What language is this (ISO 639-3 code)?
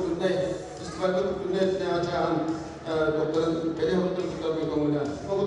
sah